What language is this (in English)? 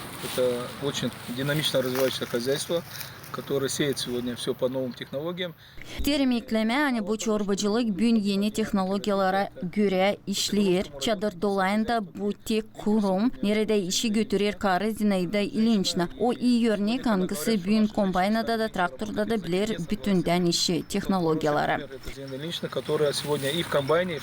Gagauz